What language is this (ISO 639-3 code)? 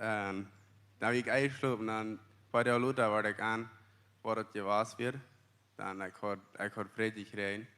pdt